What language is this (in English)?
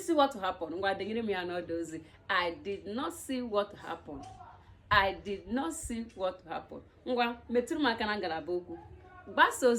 Igbo